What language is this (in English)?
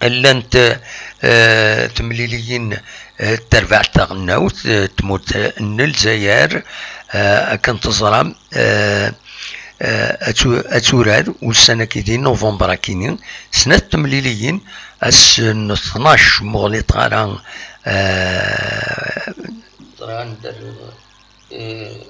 Kabyle